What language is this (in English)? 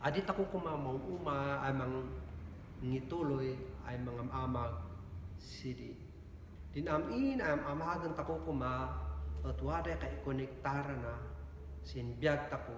Kankanaey